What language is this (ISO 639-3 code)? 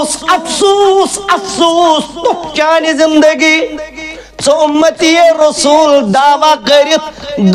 kas